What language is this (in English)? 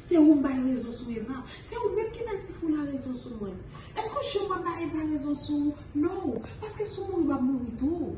Haitian Creole